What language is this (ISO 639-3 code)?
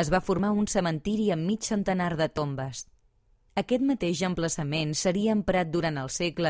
cat